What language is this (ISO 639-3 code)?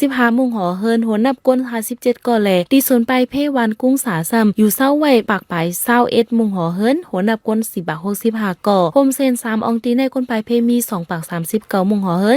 shn